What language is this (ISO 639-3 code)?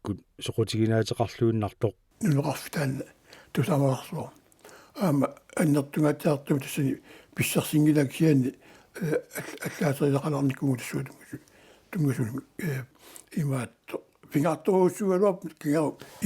kal